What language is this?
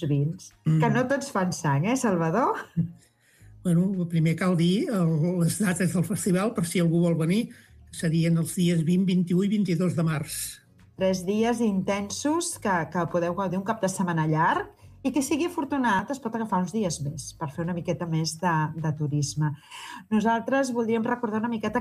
Catalan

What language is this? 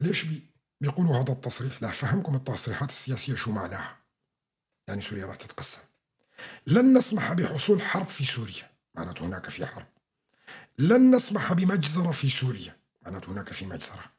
North Levantine Arabic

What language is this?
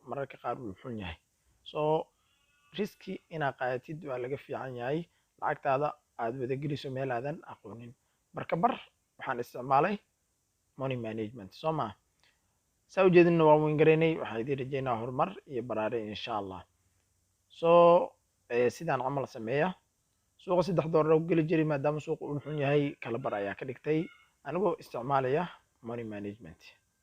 Somali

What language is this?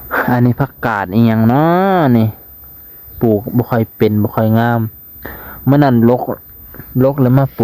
Lao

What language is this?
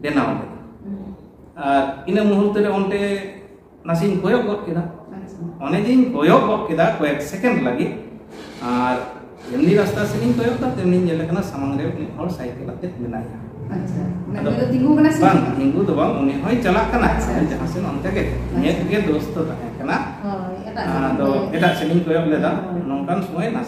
Santali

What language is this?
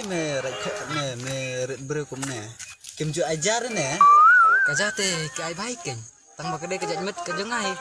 Khasi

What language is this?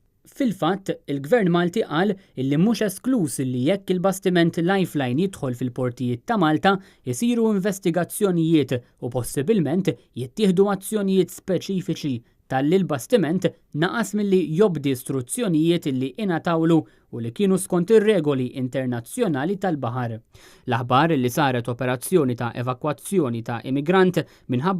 Maltese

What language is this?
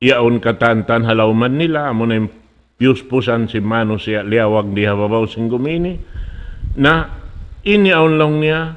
Tausug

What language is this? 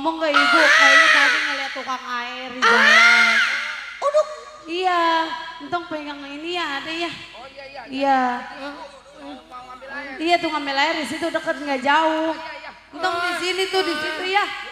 Betawi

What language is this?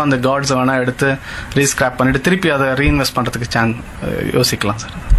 Tamil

